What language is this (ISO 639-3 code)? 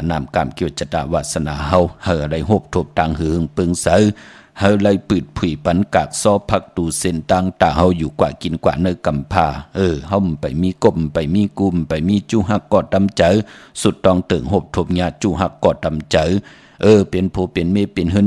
shn